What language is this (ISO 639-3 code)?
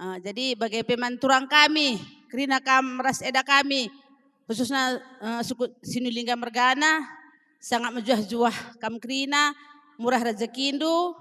btx